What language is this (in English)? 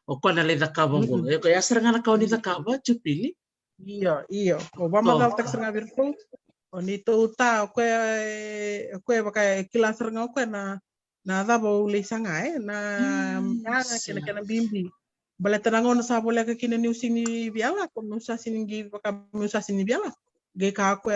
Fijian